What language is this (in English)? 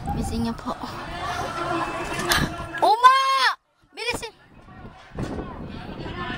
Filipino